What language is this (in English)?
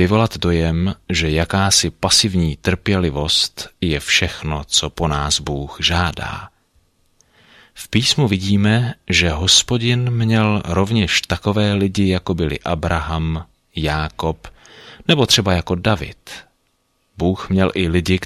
Czech